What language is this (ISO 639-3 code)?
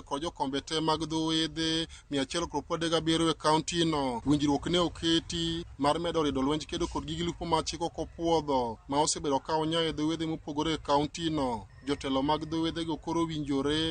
luo